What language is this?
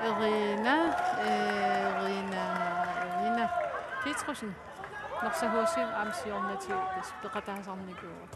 Kalaallisut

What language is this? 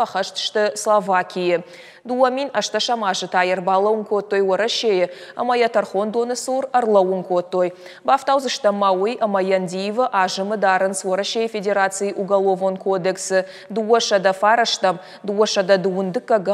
Ossetic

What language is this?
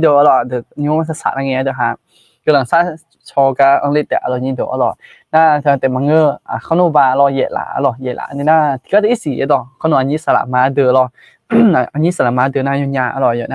Akha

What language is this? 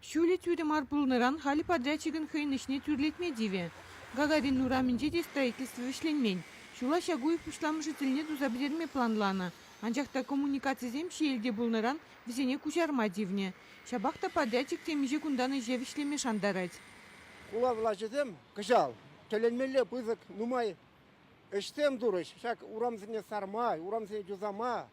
Chuvash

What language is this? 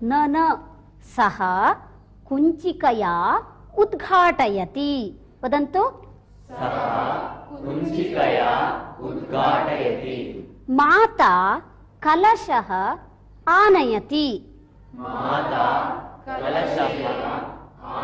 Sanskrit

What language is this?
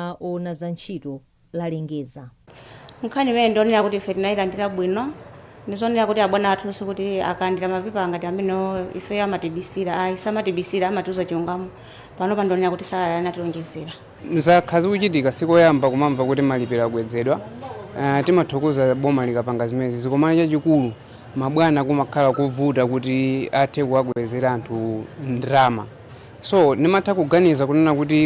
Nyanja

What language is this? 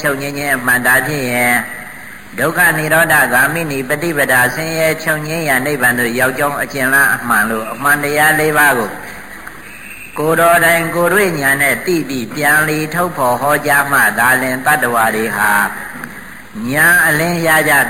Burmese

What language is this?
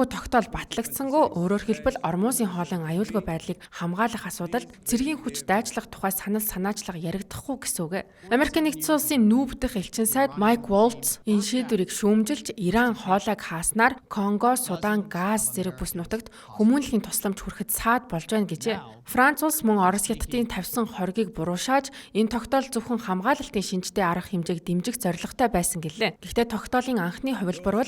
Mongolian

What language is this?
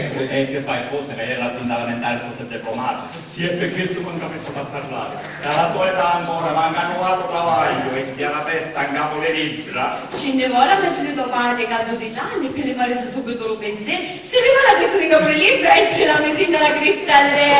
Sicilian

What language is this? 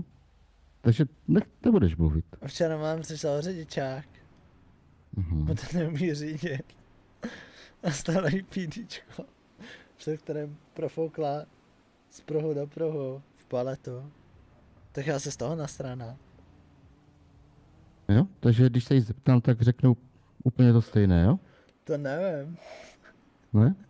Czech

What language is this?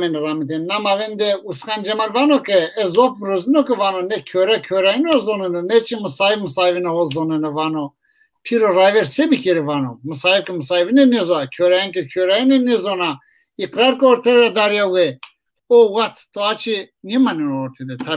Zaza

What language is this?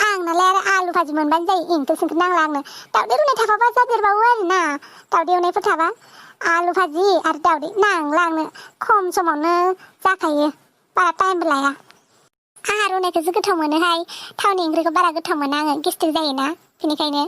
Bodo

